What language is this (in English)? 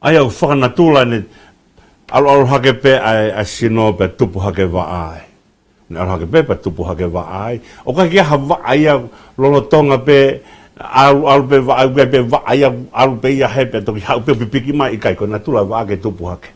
Tongan